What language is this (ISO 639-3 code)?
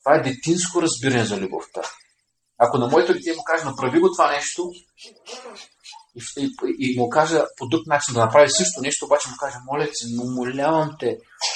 bul